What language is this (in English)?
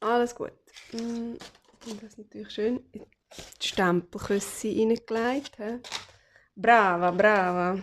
Swiss German